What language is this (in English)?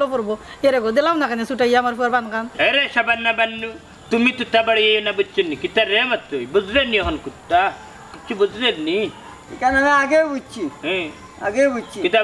Sylheti